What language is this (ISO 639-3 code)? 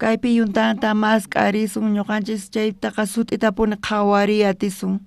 quh